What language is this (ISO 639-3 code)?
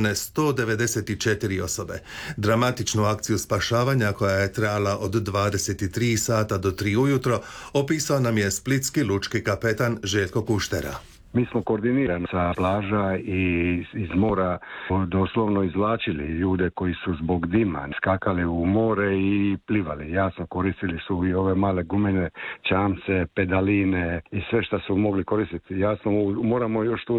hrv